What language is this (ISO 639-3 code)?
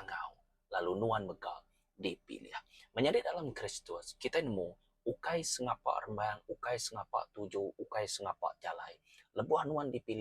iba